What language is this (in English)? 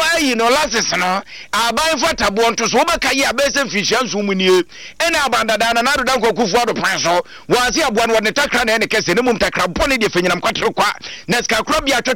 Akan